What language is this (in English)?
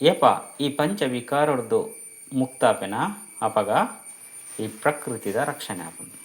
Tulu